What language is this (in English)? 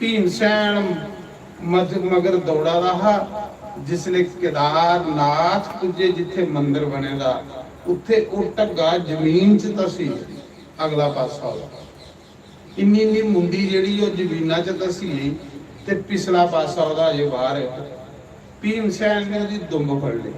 Dogri